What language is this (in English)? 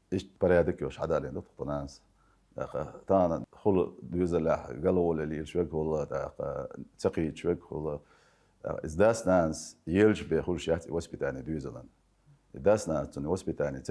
Chechen